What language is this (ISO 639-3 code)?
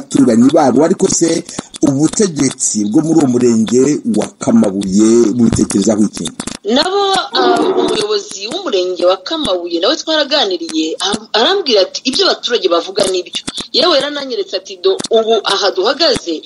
kin